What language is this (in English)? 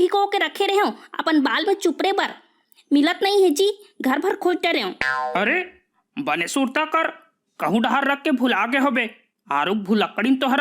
Chhattisgarhi